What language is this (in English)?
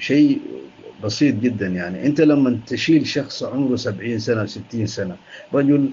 Tigre